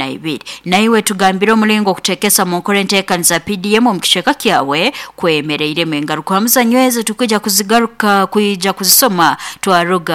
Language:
Nyoro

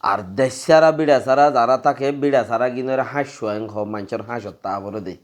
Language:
Rohingya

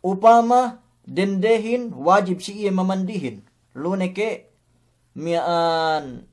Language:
Yakan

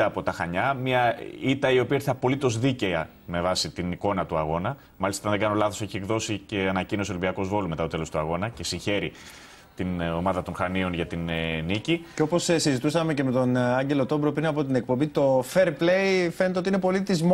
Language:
Greek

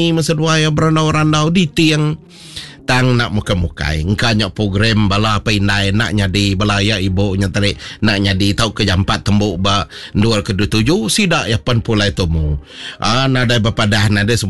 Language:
Iban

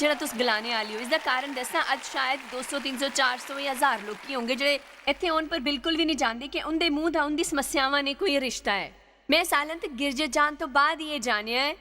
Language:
Dogri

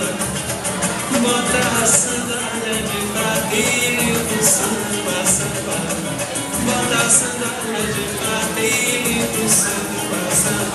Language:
Portuguese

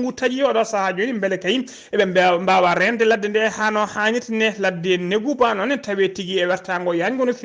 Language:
Fula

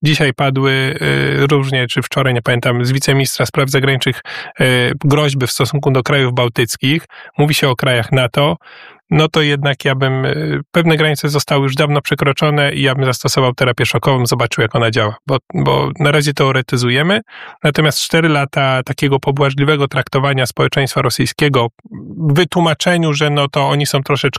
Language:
Polish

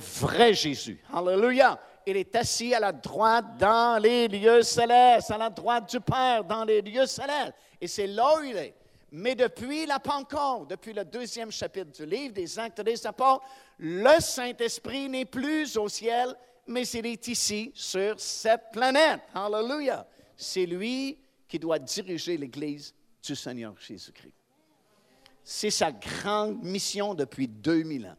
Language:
French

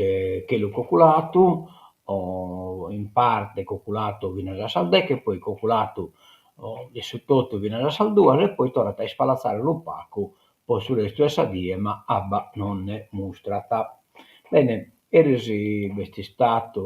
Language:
Sardinian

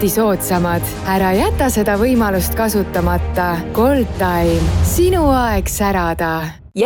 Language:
Estonian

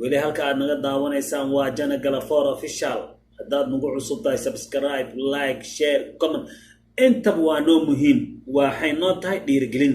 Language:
Somali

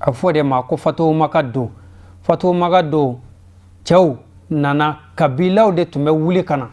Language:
Bambara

